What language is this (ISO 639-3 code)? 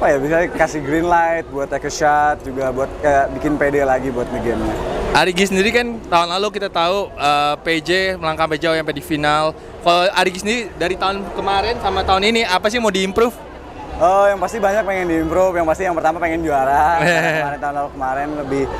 ind